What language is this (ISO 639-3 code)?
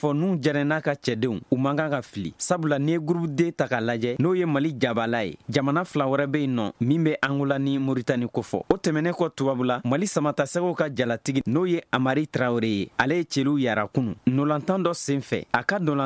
bam